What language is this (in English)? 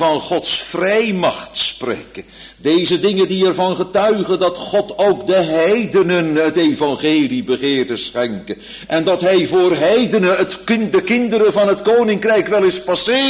Dutch